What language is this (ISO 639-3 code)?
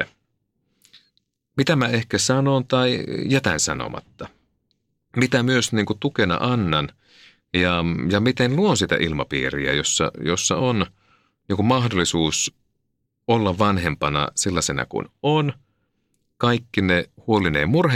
fin